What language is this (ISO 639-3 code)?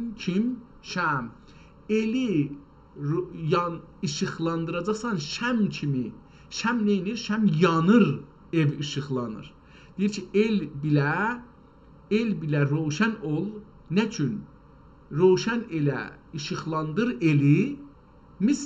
azb